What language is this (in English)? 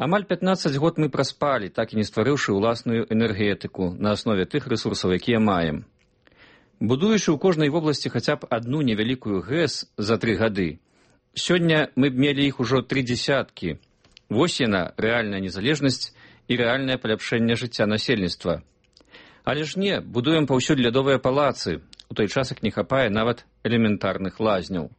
Belarusian